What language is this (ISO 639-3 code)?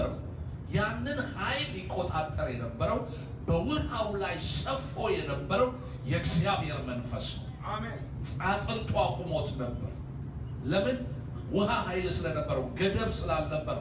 amh